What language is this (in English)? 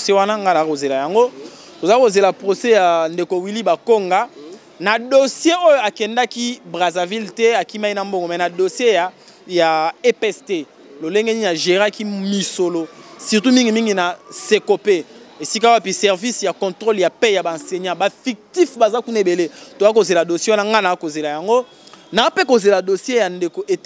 Lingala